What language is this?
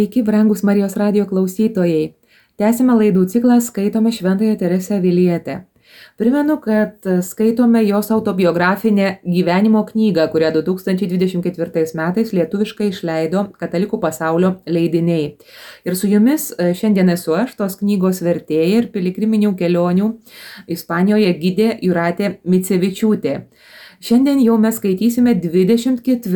Lithuanian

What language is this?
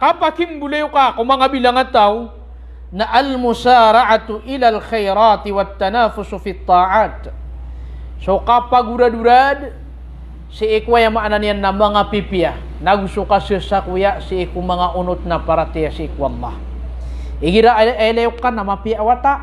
Maranao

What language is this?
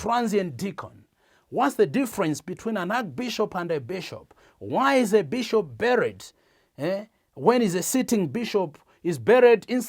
English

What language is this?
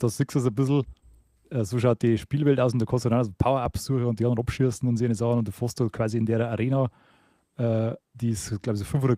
Bavarian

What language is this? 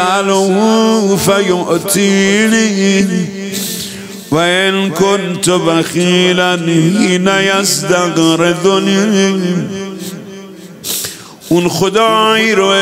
Persian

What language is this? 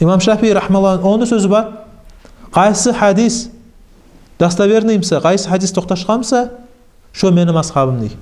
Kumyk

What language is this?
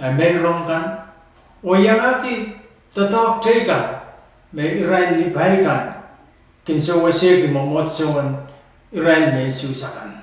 Pohnpeian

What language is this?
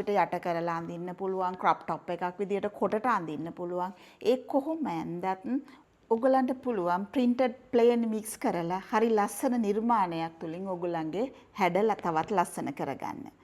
Sinhala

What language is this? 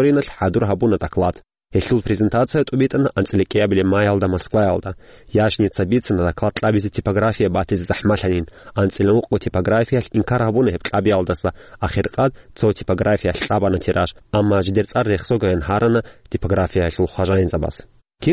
Avaric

